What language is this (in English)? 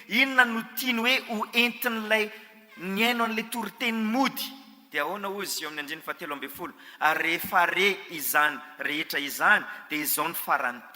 Malagasy